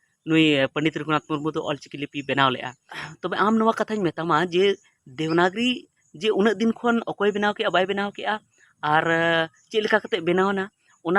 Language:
Santali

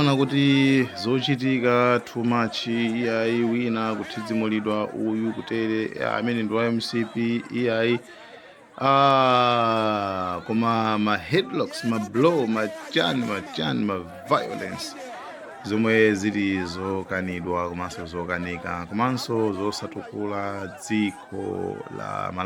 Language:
Nyanja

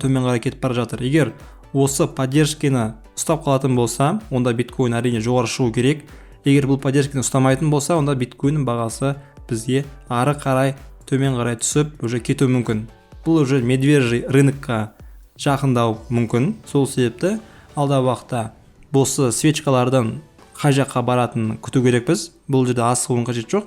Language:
Kazakh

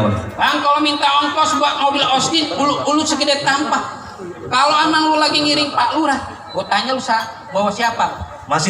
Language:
Betawi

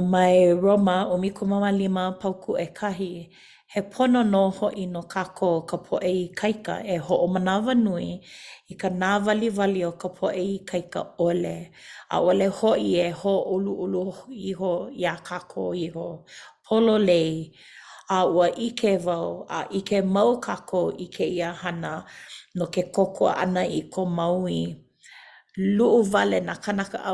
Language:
Hawaiian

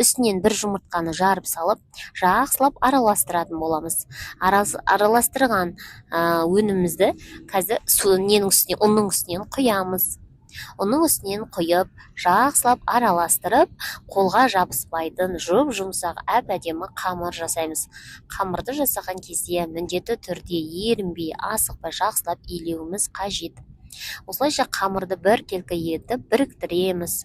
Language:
Kazakh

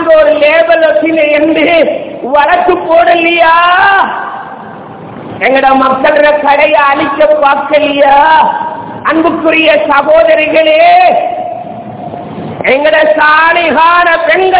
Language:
Tamil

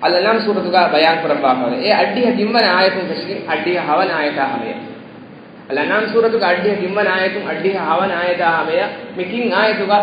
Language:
Divehi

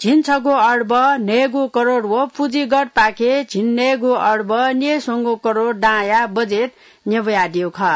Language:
Newari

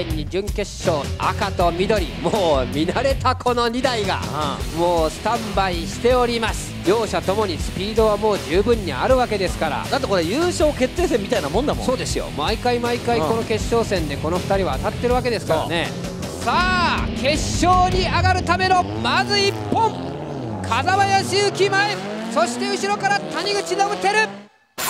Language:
Japanese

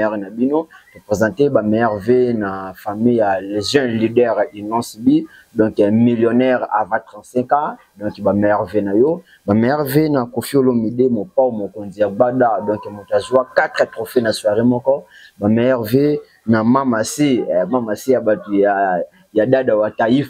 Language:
Lingala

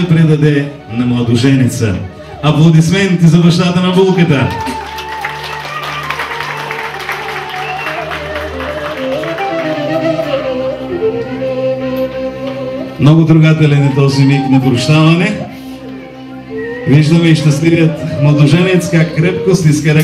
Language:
Bulgarian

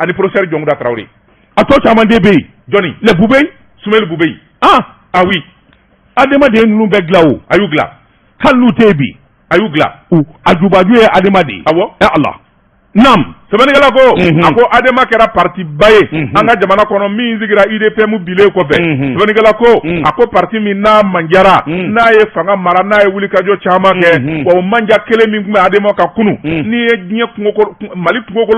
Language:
Bambara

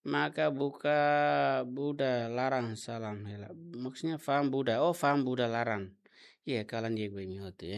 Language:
Tetum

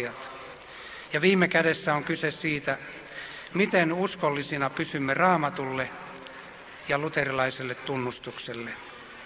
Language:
Finnish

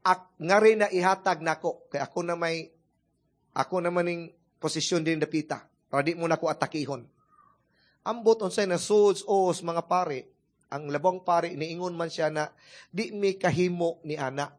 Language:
Cebuano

